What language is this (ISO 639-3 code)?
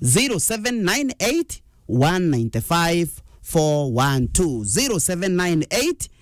mer